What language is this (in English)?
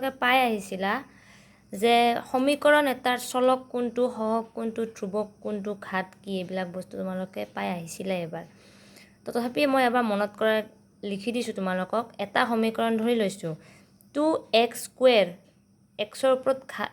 Assamese